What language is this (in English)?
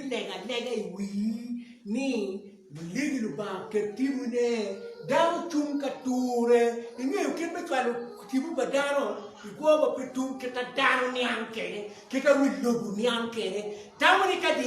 Acoli